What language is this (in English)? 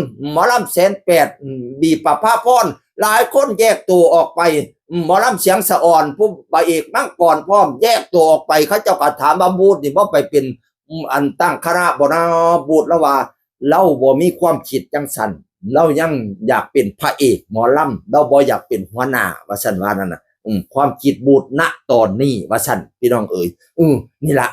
Northeastern Thai